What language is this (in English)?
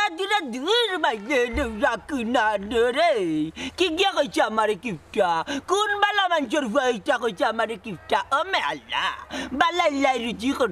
Sylheti